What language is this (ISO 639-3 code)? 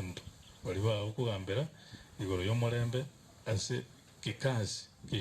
guz